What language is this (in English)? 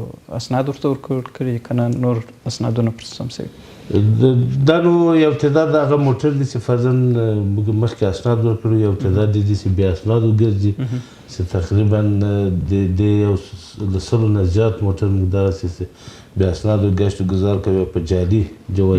Pashto